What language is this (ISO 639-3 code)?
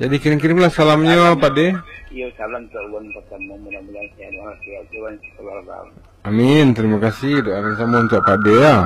min